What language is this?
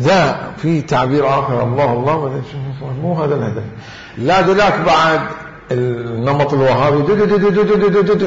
Mesopotamian Arabic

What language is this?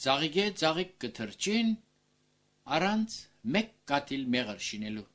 Armenian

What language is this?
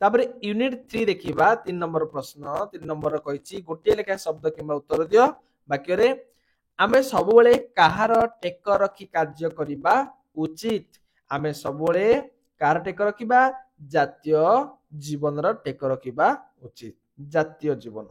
Odia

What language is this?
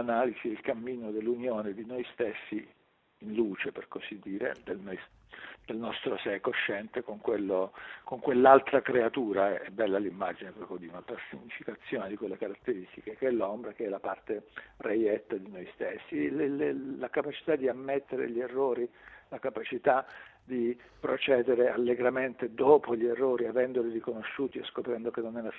Italian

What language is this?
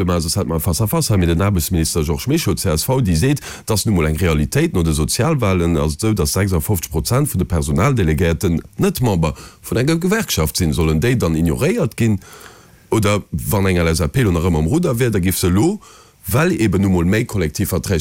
Luxembourgish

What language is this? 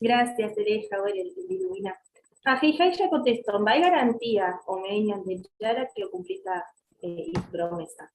Guarani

